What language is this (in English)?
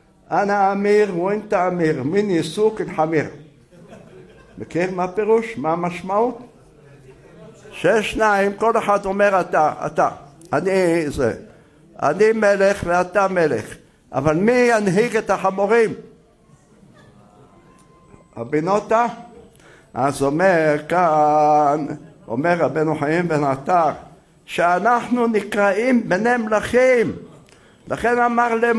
Hebrew